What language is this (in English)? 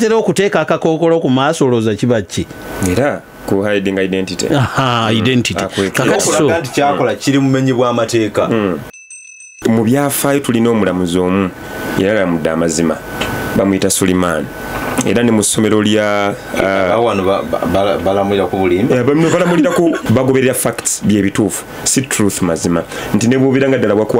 Ganda